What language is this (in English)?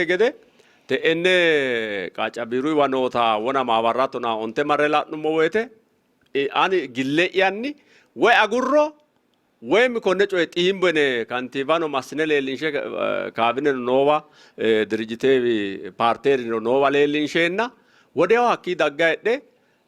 Sidamo